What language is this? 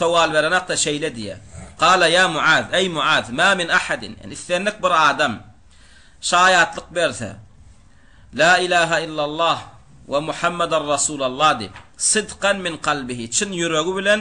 Turkmen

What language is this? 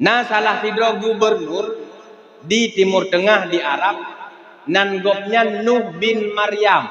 Achinese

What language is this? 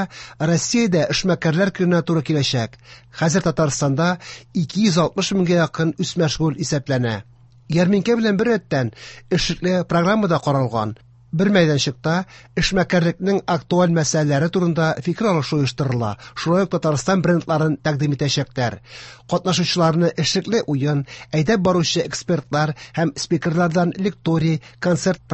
Tatar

